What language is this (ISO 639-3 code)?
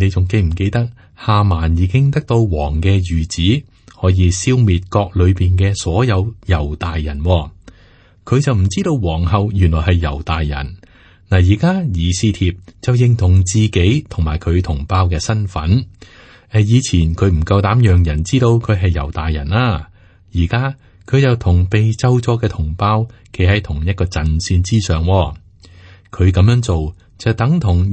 yue